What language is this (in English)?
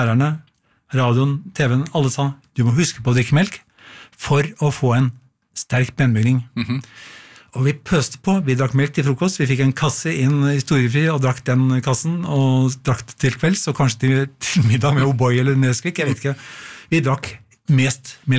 Norwegian